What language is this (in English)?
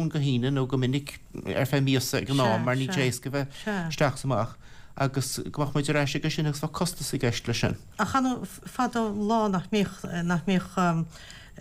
Irish